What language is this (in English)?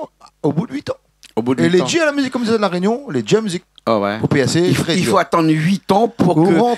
Réunion Creole French